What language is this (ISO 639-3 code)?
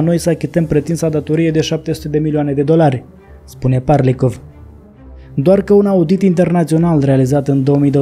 ron